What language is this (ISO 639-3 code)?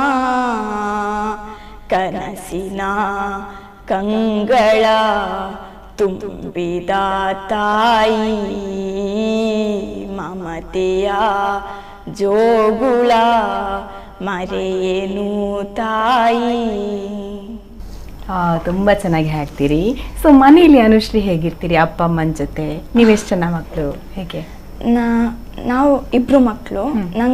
kan